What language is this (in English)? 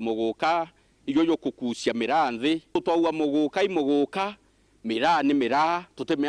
Meru